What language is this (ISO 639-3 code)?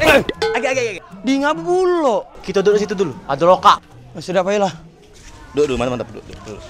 mui